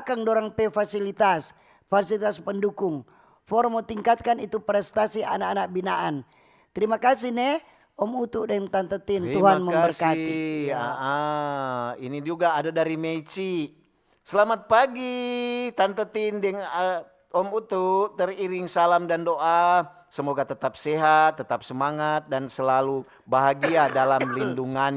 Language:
Manado Malay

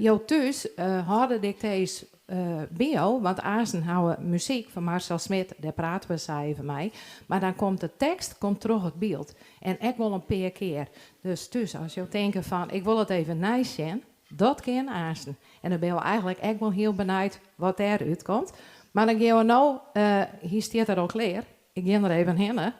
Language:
Western Frisian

